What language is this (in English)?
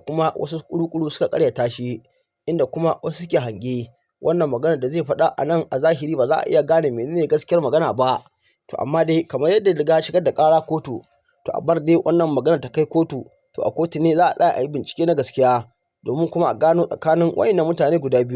Hausa